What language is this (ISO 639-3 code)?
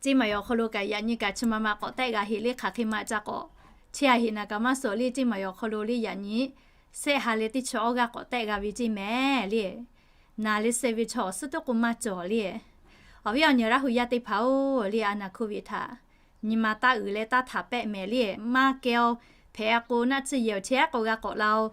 lhu